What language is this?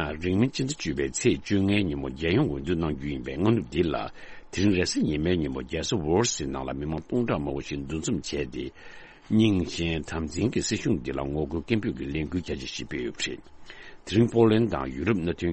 Tibetan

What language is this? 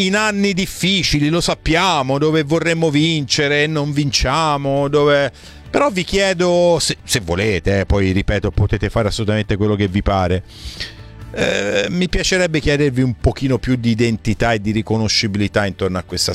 Italian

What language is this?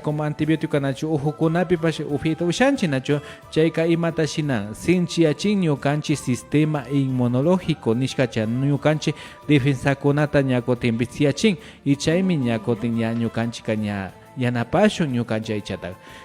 Imbabura Highland Quichua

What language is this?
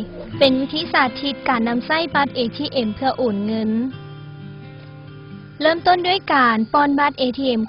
Lao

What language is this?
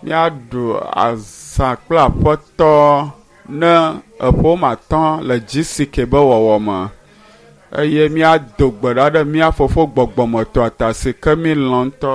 Ewe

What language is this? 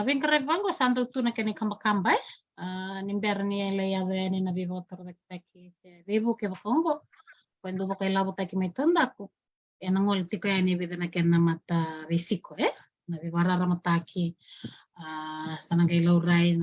Fijian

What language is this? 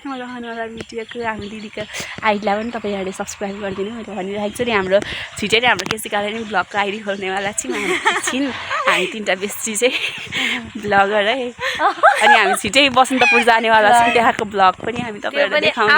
Nepali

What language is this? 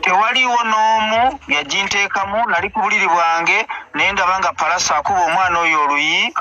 Ganda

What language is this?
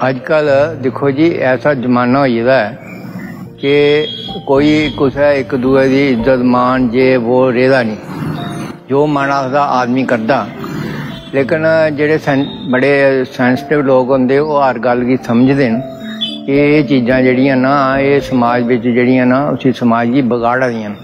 Dogri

